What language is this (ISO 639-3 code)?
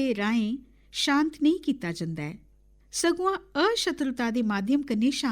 doi